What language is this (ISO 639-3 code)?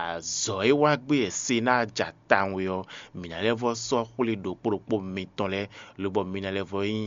fon